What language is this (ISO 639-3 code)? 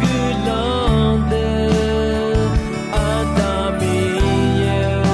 ahk